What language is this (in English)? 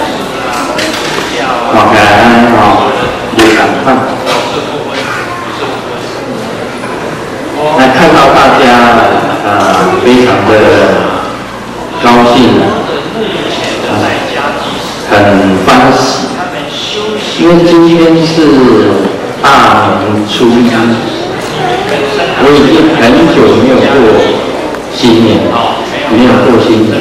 Chinese